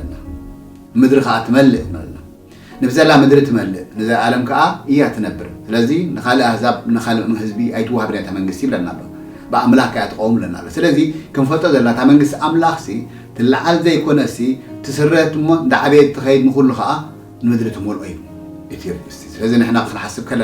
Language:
Tigrinya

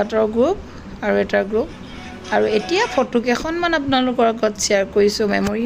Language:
Assamese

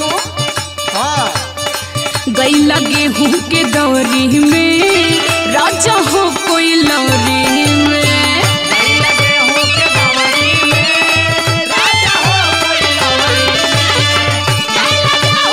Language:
Bhojpuri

